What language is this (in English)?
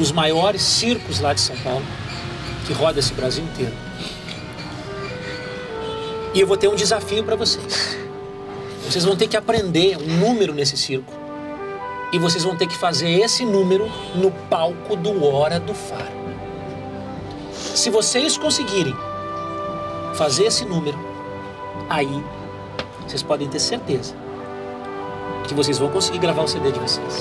Portuguese